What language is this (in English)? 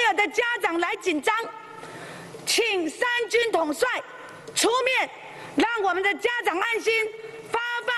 Chinese